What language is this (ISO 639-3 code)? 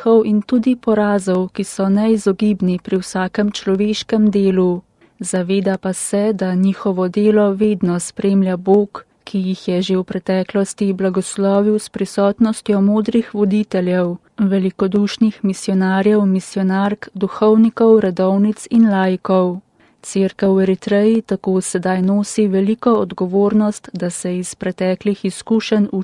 slv